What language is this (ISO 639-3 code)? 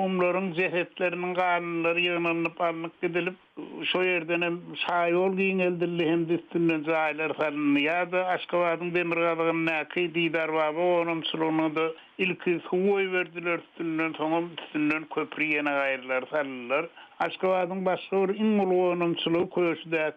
tuk